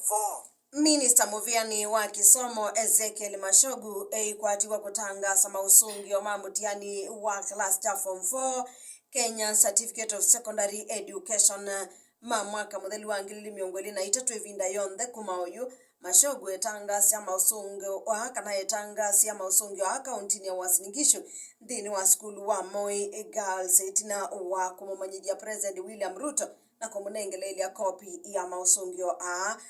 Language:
Kamba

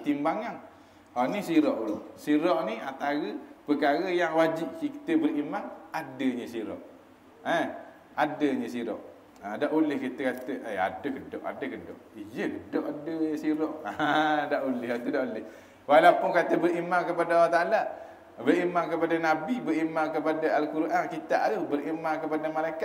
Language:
Malay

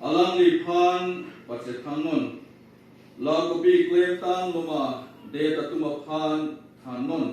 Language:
Karbi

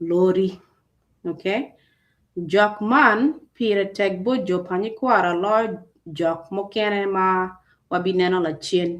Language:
Acoli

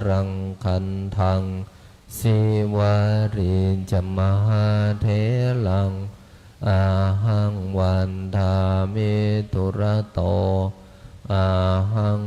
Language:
Pali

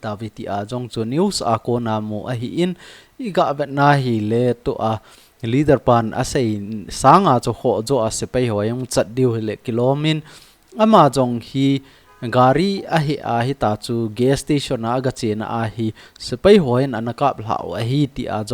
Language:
Thado Chin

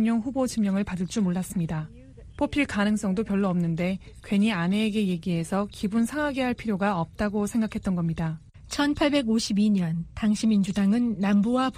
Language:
Korean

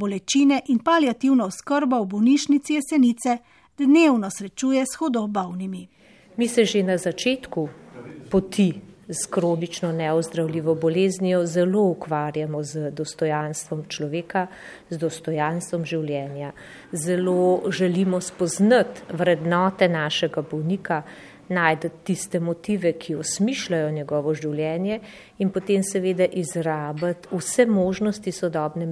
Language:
Slovenian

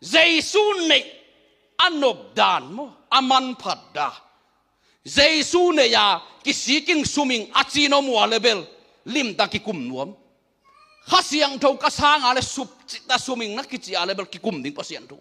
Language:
Tedim Chin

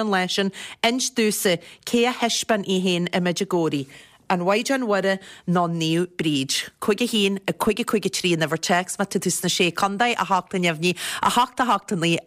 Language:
Irish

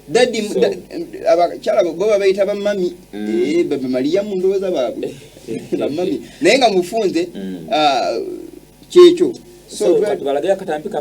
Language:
Ganda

